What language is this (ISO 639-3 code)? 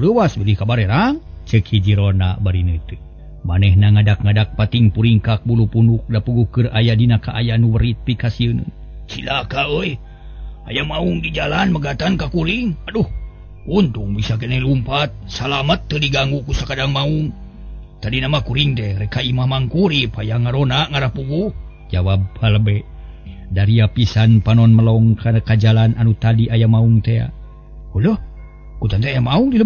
sun